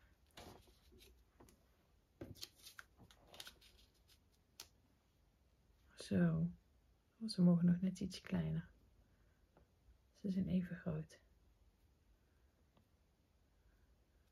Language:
Dutch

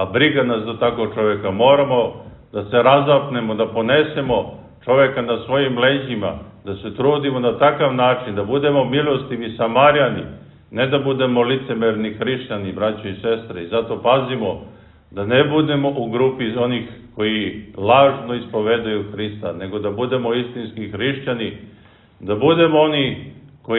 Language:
Serbian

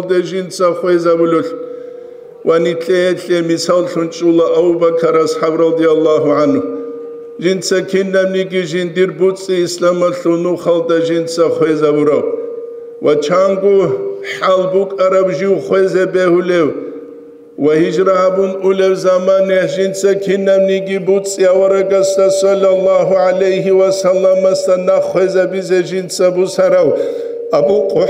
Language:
Avaric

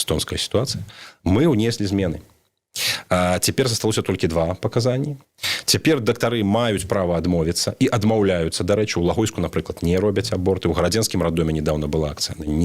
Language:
Belarusian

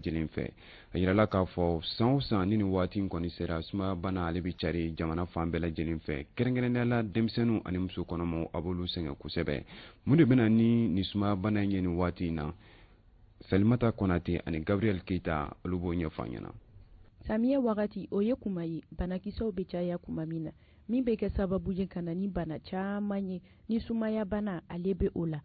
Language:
Bambara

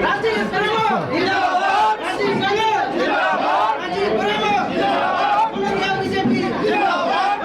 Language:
Bodo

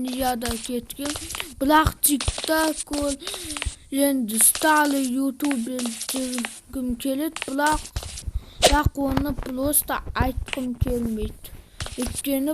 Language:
Kazakh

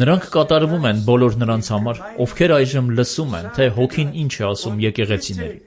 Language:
Armenian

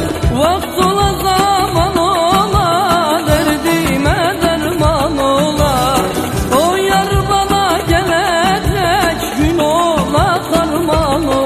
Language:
Turkish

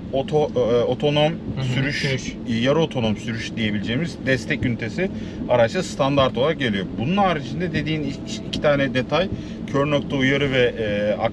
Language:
Turkish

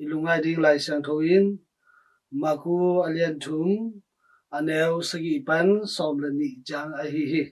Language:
Tedim Chin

